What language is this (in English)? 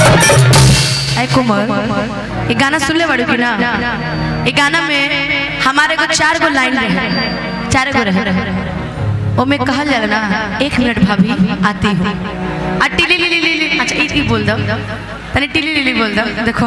Bhojpuri